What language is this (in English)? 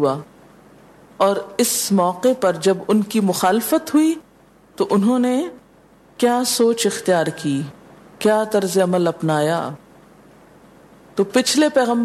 Urdu